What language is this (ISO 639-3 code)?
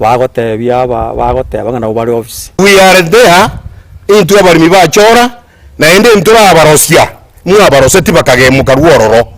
guz